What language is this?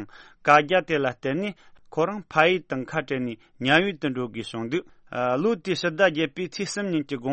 Tibetan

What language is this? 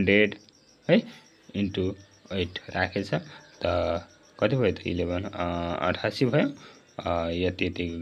Nepali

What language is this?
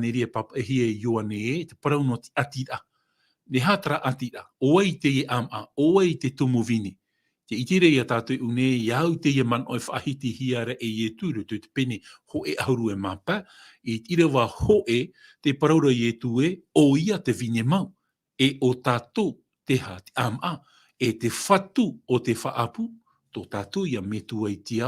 Tahitian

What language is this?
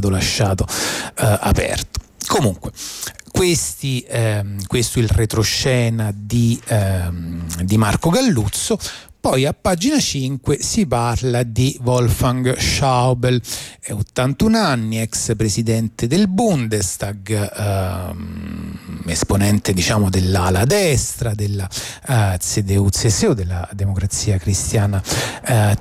Italian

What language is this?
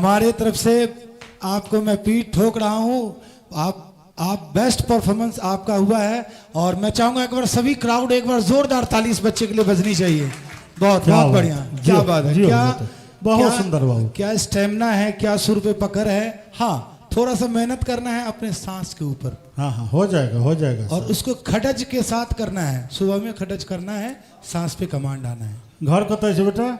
Maithili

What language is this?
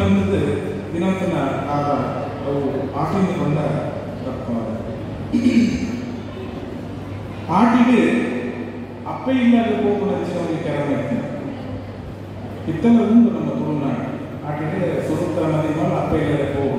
Tulu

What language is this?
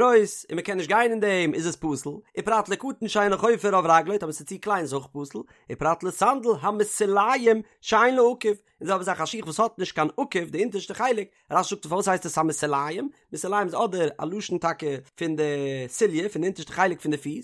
Yiddish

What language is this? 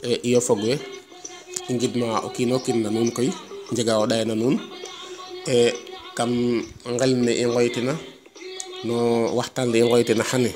Serer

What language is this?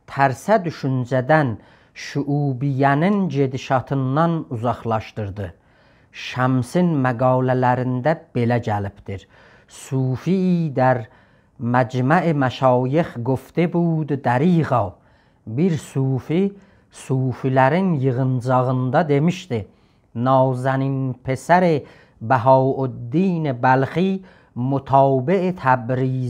South Azerbaijani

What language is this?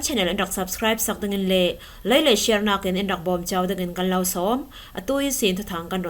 Falam Chin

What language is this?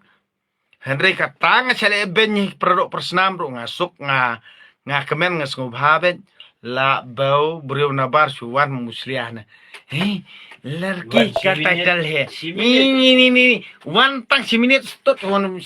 Khasi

